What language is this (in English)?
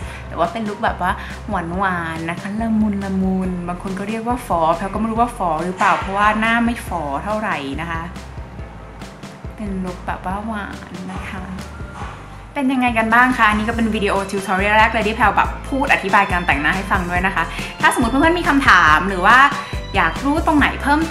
Thai